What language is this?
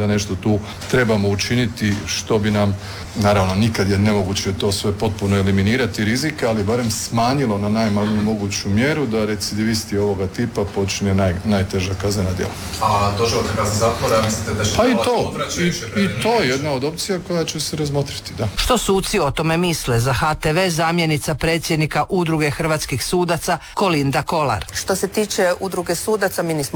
Croatian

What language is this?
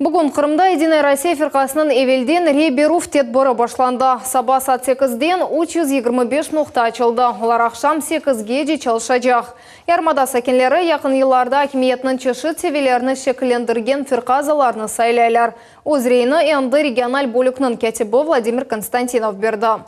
Crimean Tatar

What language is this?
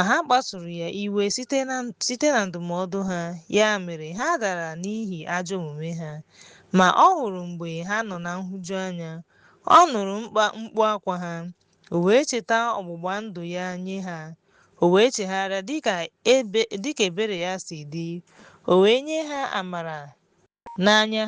Igbo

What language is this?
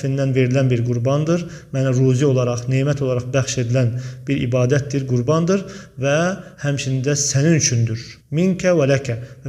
Azerbaijani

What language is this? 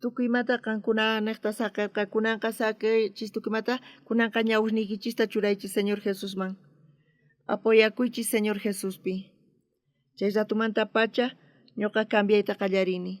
South Bolivian Quechua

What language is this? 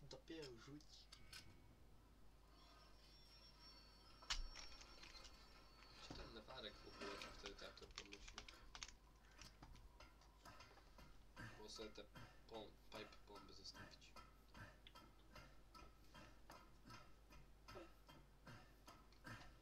Polish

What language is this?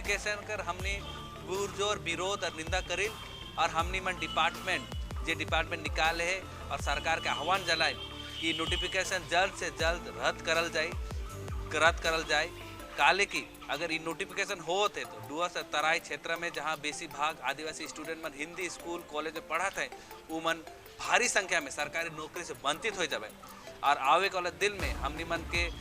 Sadri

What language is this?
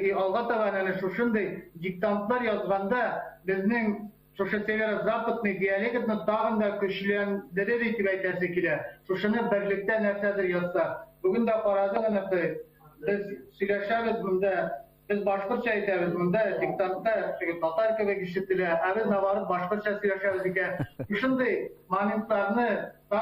Bashkir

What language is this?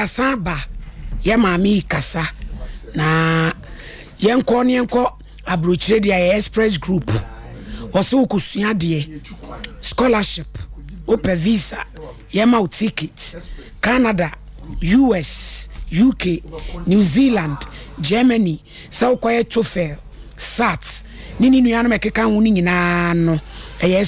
Akan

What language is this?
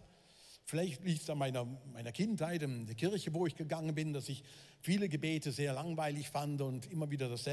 Swiss German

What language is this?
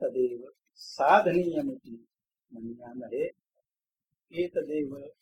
Sanskrit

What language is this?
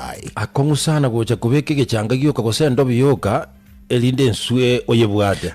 Gusii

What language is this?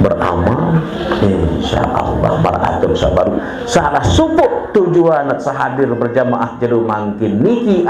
Sasak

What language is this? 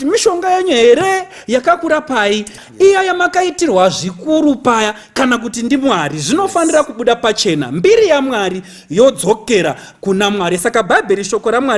Shona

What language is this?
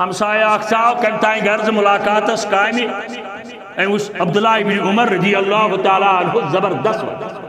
Kashmiri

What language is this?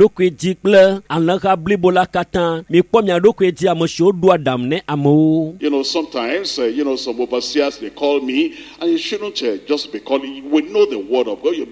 Ewe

